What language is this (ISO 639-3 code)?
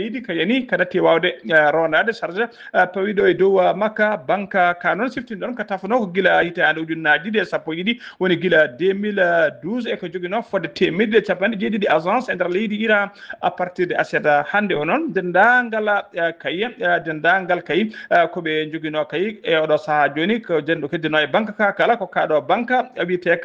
ful